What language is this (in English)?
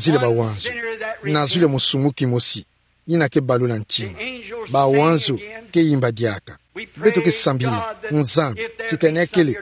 Kituba (Democratic Republic of Congo)